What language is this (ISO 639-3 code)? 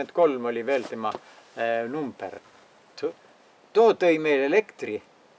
est